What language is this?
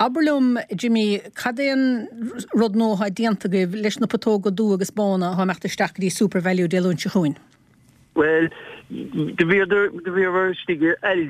Irish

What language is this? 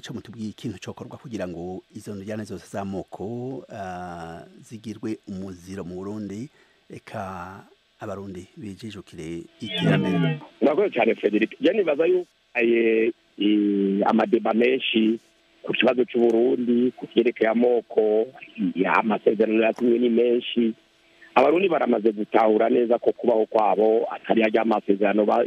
Rundi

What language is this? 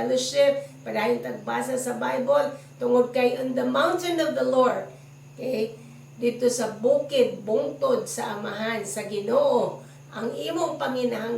Cebuano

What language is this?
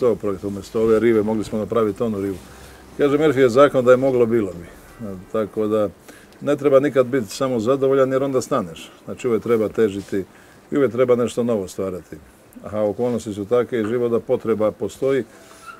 Croatian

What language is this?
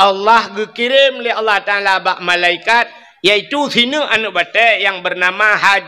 Achinese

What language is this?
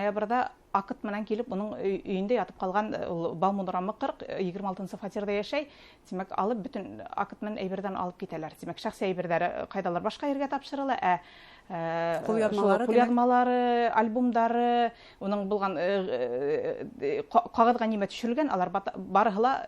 Bashkir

